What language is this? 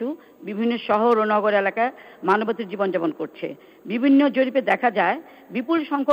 Bangla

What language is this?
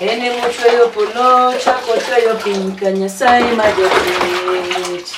Luo (Kenya and Tanzania)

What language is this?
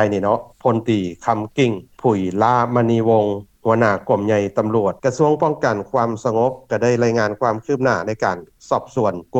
Lao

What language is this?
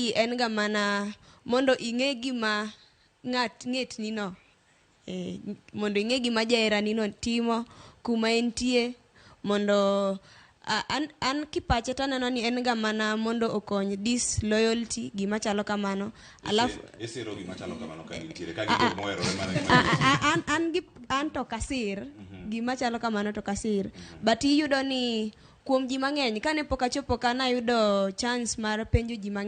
Luo (Kenya and Tanzania)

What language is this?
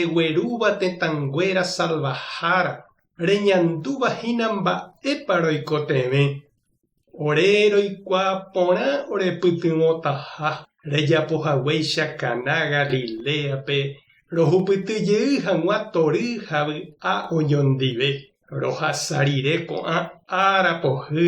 Guarani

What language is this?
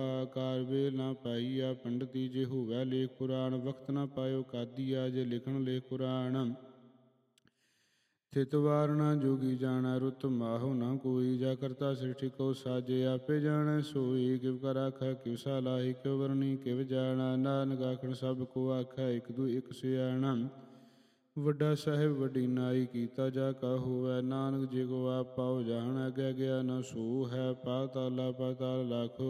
Punjabi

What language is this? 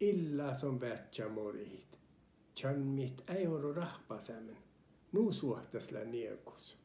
Northern Sami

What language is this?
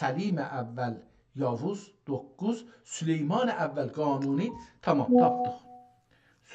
South Azerbaijani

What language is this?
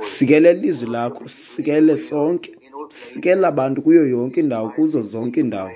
Xhosa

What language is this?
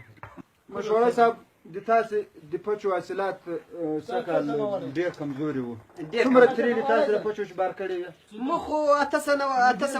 Pashto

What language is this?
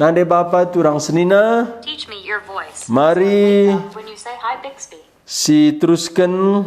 Batak Karo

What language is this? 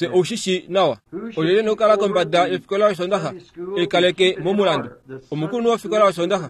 Kuanyama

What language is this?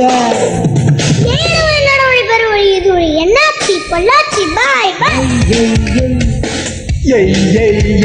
Malayalam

